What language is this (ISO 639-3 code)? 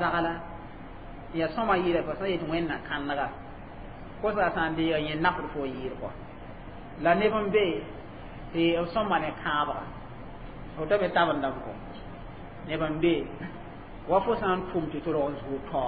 mos